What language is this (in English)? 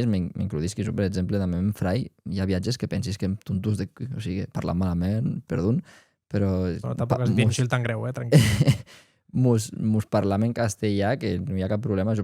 Occitan